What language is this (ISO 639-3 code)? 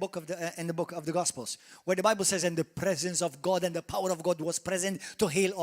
eng